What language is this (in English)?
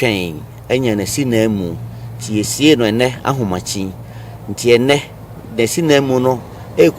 Akan